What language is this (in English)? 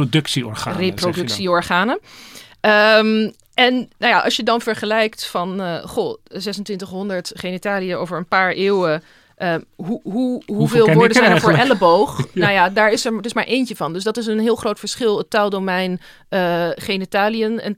Dutch